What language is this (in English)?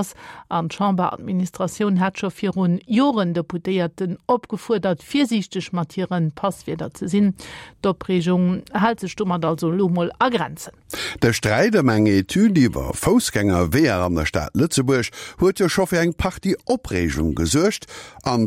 Luxembourgish